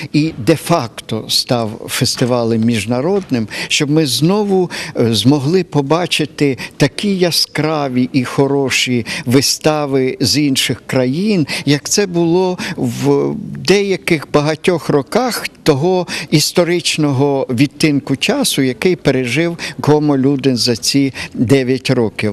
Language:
Ukrainian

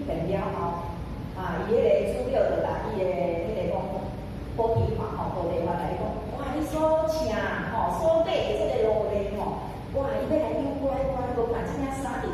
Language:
Min Nan Chinese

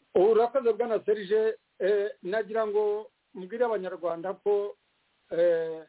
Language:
Kinyarwanda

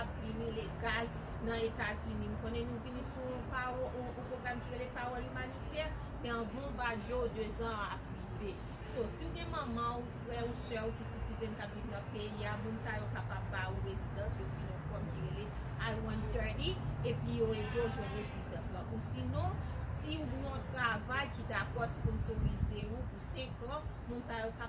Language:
Haitian Creole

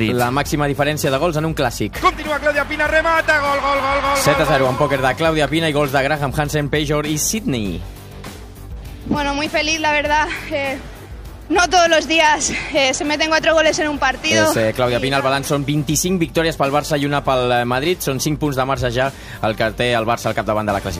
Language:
Catalan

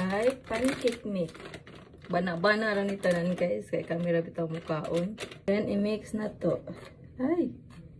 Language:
Cebuano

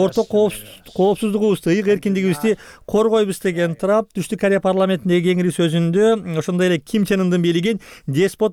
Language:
Kyrgyz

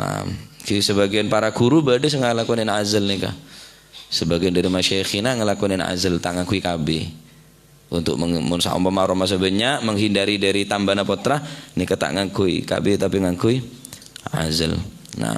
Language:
Madurese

